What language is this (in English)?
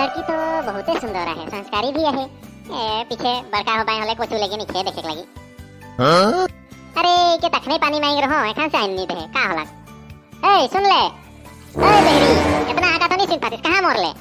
Sadri